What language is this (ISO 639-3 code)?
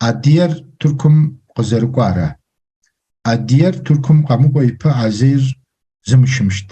kbd